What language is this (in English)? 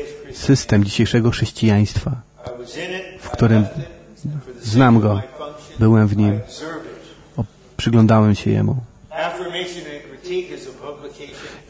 Polish